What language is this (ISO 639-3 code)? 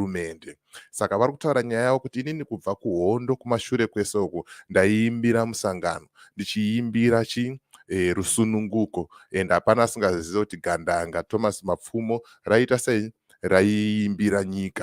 sna